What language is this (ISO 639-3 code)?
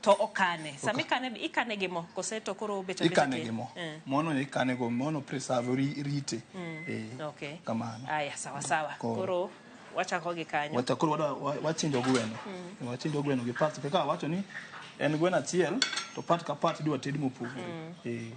luo